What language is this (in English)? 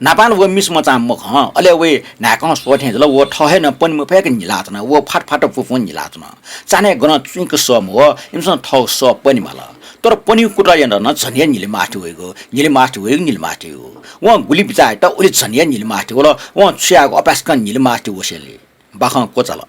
Newari